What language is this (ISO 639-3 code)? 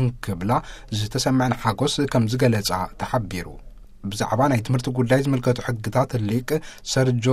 tir